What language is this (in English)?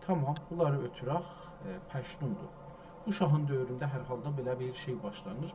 South Azerbaijani